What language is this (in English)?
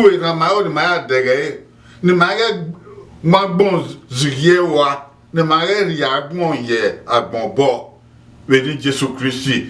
Bini